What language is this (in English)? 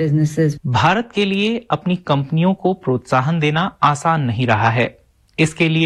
Hindi